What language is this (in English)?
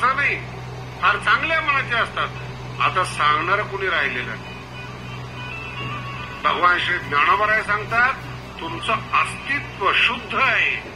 Marathi